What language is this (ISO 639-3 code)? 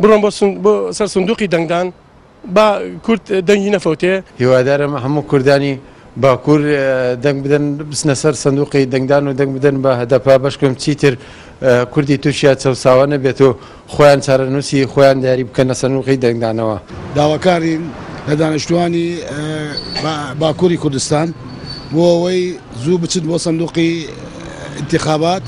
ckb